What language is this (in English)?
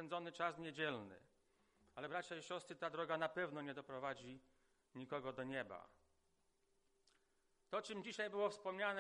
Polish